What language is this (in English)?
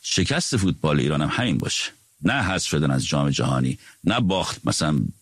Persian